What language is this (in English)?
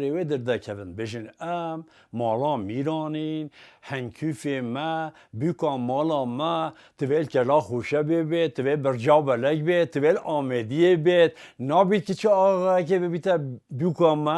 Kurdish